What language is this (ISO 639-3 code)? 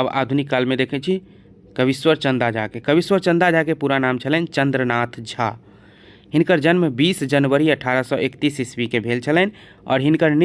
mai